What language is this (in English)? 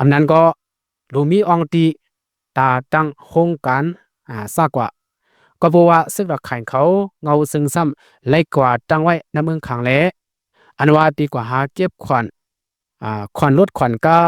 Shan